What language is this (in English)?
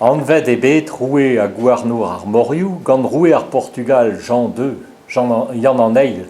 Breton